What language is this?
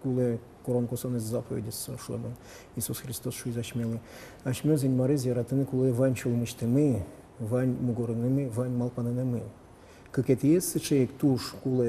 Udmurt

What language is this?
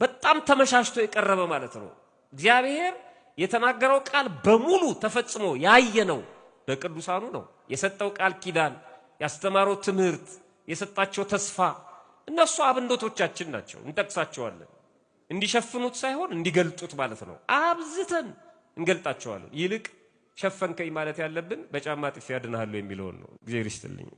Amharic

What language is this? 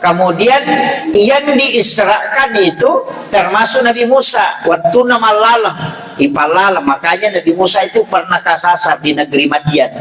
Buginese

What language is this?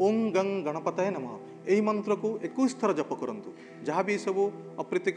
Odia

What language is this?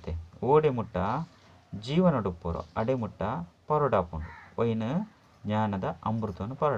Tulu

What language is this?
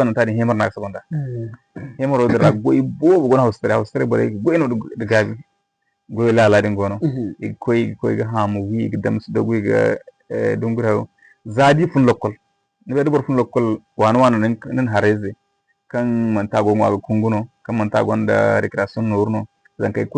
Zarma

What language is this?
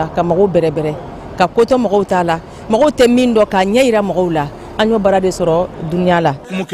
Bambara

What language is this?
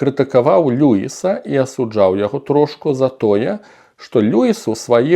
Belarusian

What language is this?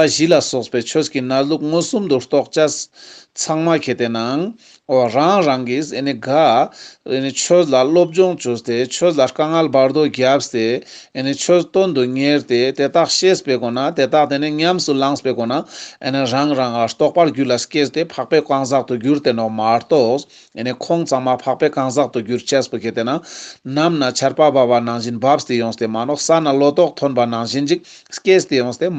Ladakhi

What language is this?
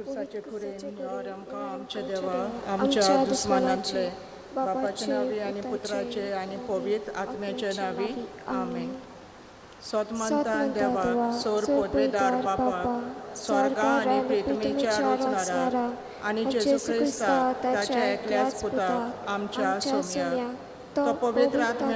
Konkani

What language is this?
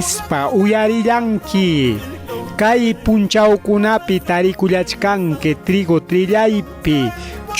Ayacucho Quechua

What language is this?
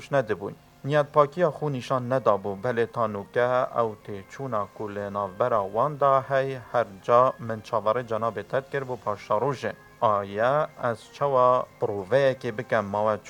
Kurdish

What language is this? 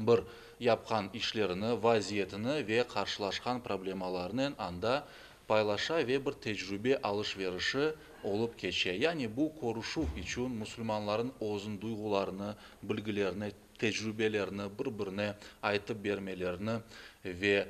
Crimean Tatar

